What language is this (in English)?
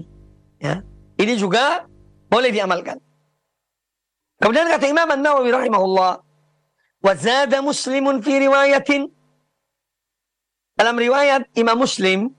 Indonesian